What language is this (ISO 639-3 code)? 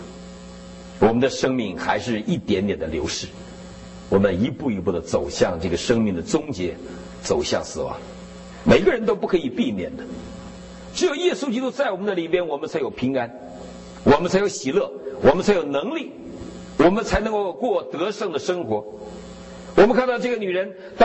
zho